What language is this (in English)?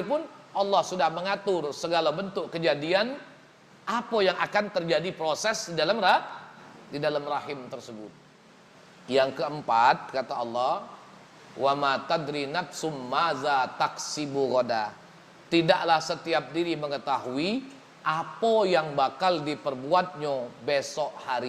Musi